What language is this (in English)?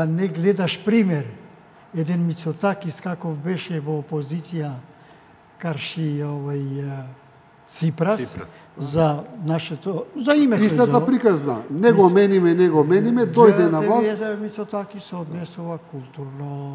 Macedonian